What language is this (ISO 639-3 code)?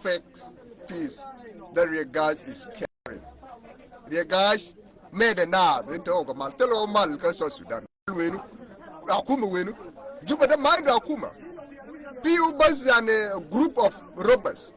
nus